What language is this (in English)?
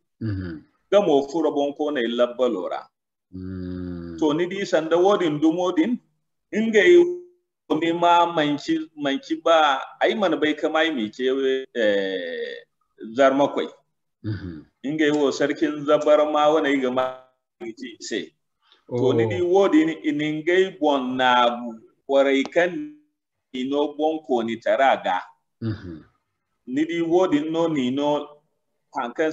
Zarma